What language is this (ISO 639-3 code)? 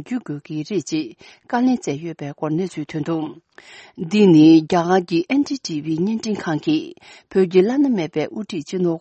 bod